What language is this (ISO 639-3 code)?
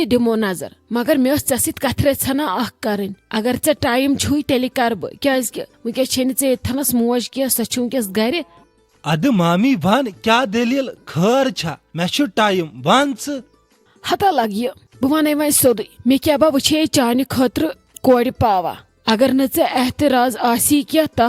kas